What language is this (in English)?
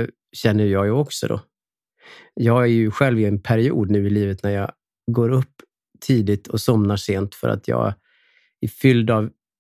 Swedish